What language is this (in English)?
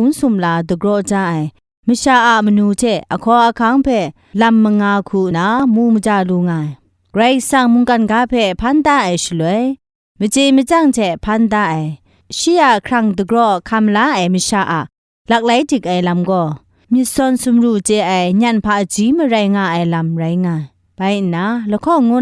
Kachin